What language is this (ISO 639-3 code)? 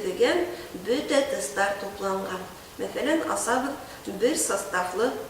bak